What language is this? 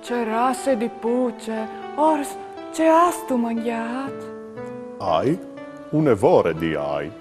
Friulian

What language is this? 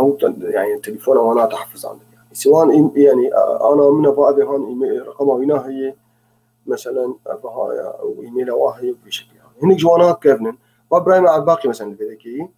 Kurdish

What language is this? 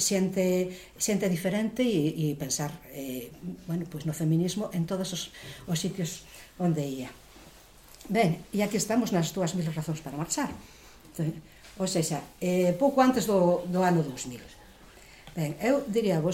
Galician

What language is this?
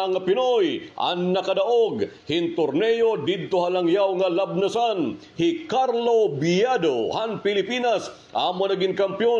Waray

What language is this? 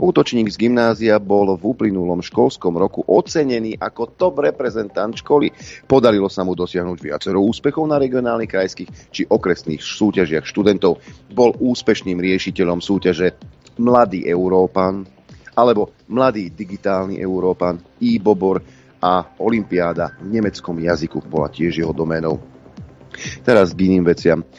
Slovak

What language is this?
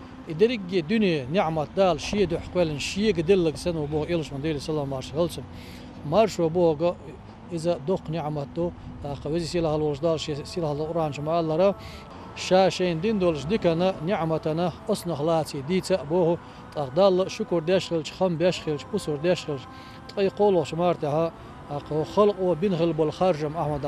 Chechen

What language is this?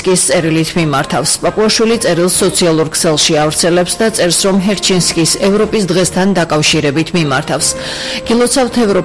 Georgian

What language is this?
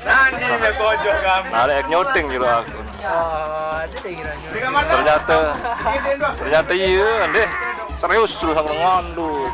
Sasak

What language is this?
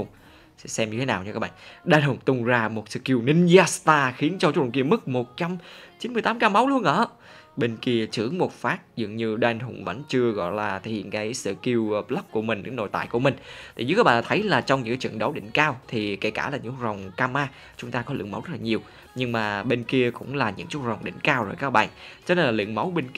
Vietnamese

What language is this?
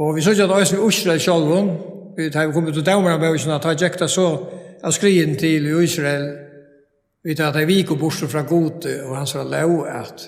Faroese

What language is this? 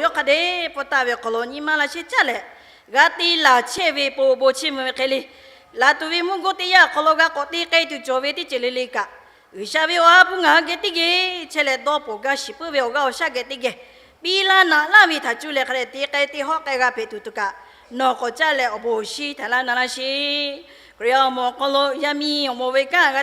Lahu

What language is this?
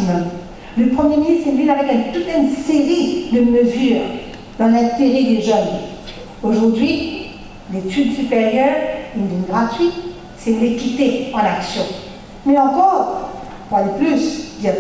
Morisyen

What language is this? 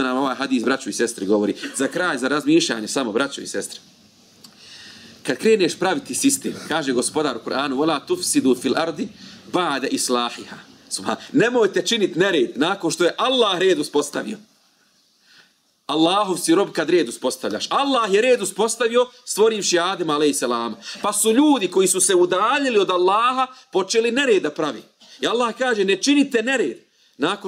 Bosnian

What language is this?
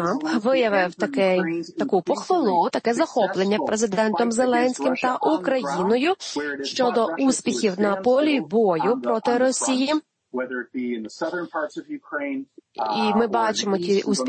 Ukrainian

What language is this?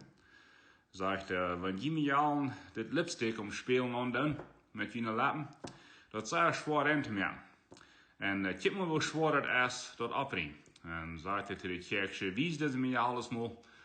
Plautdietsch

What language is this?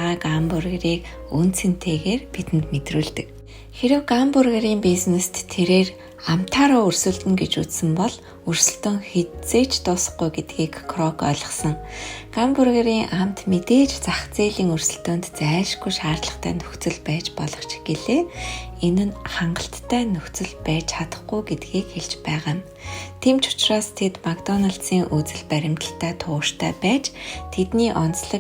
Mongolian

